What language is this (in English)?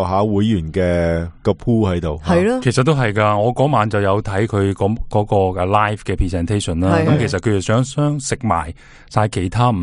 Cantonese